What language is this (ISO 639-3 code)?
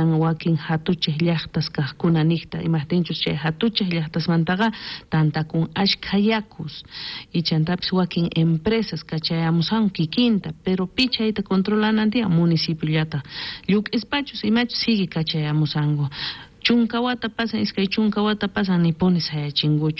quh